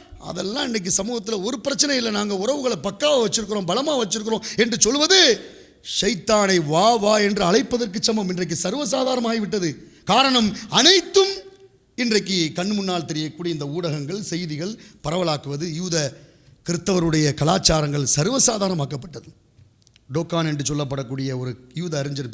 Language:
Tamil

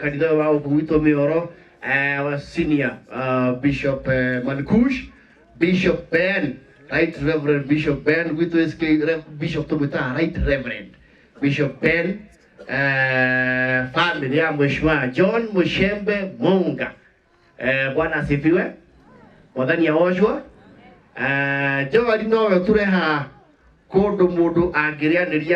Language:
Kikuyu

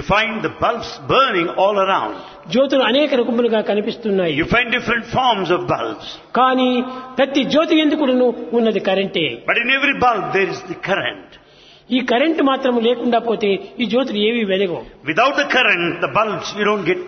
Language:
Telugu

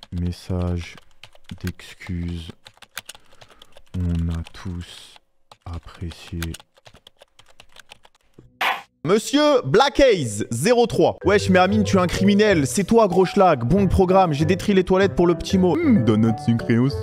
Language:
French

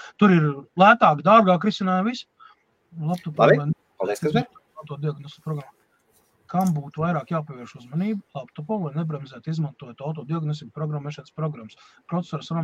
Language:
Latvian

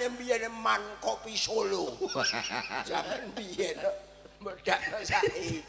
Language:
Javanese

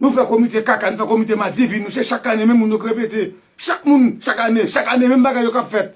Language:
Haitian Creole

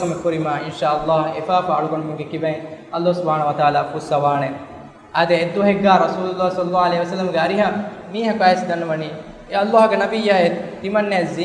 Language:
Divehi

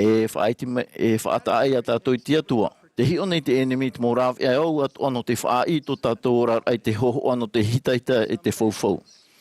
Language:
Tahitian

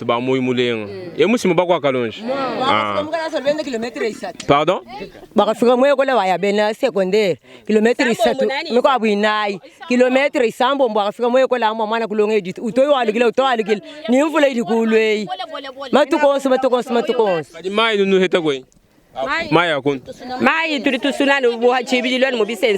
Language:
Luba-Lulua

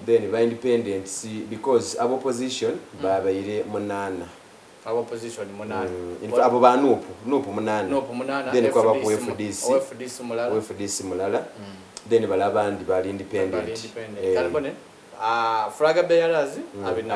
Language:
Soga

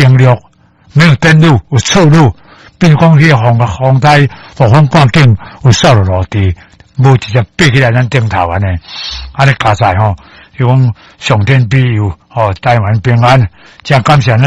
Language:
Min Nan Chinese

